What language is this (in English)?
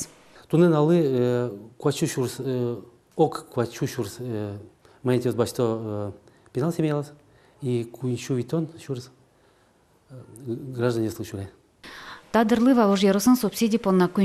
Udmurt